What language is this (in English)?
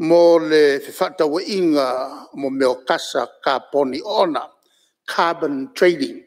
Samoan